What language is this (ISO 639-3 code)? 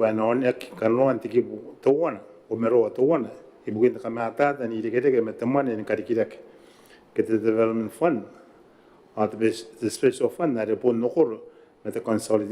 gil